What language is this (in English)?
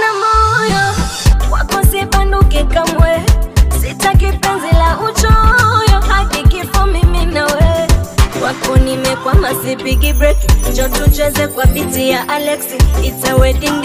Swahili